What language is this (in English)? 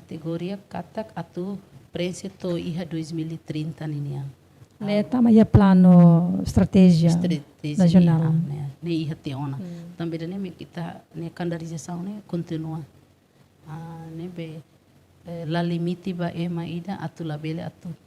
Tetum